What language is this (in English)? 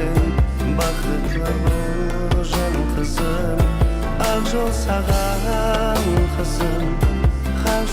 Kara-Kalpak